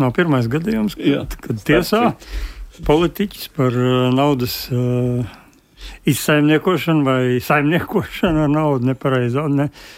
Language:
Latvian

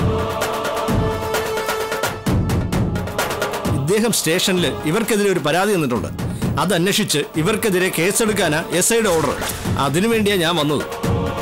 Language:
Malayalam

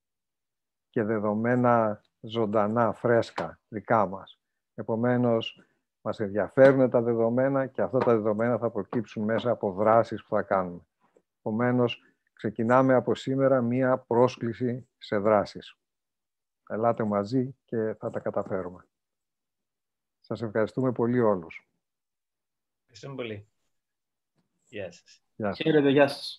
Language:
Greek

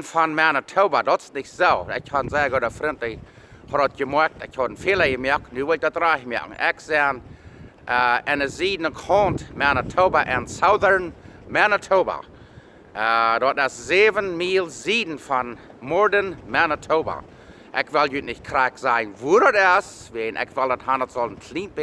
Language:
Plautdietsch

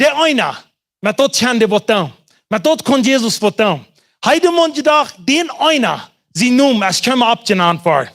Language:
Plautdietsch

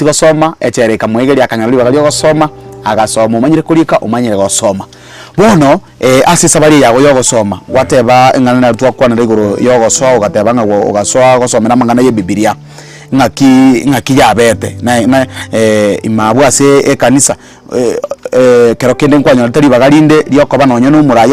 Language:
Gusii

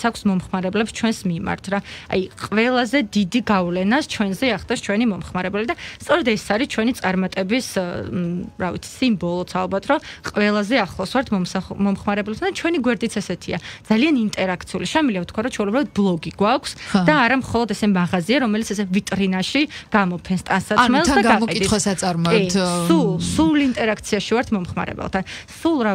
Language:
Georgian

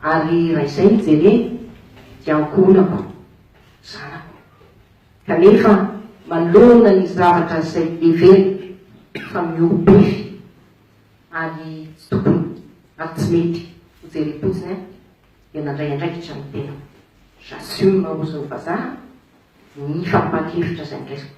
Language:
Malagasy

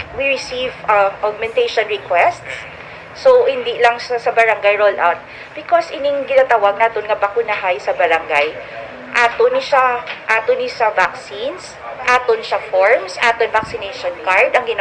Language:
Hiligaynon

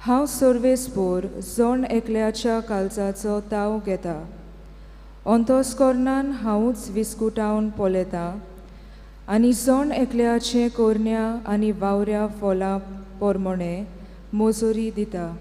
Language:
Konkani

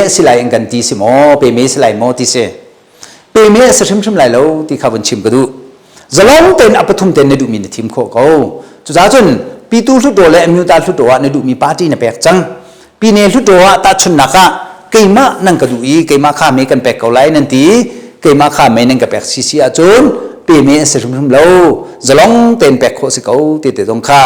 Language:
Hakha Chin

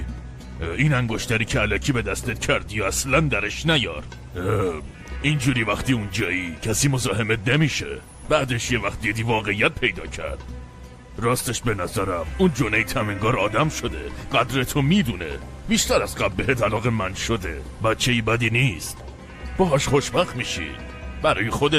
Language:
Persian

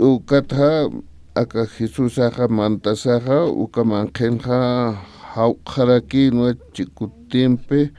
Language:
Aymara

